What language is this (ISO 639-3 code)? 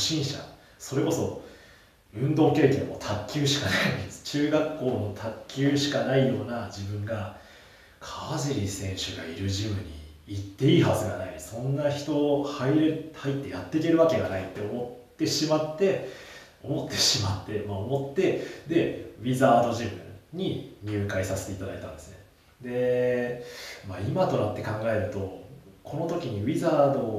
jpn